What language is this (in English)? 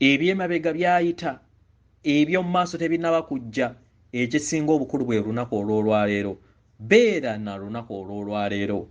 Ganda